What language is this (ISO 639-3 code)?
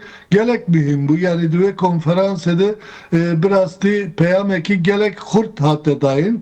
kur